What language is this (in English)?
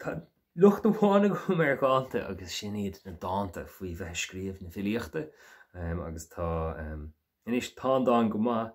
Irish